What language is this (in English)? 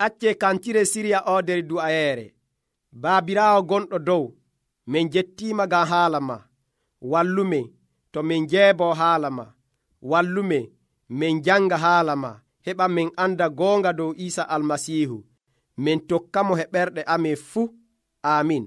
Nigerian Fulfulde